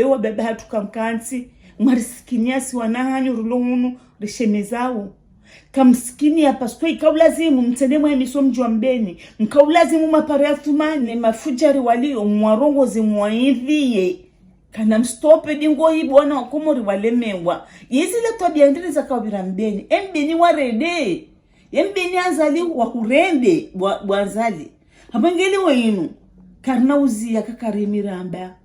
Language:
Ngazidja Comorian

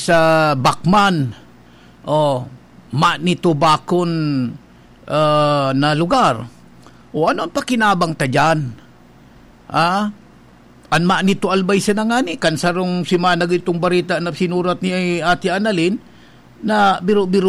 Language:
Bikol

